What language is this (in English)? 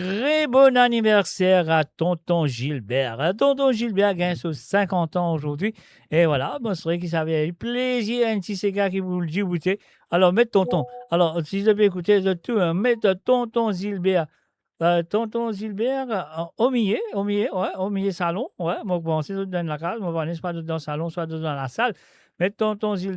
Morisyen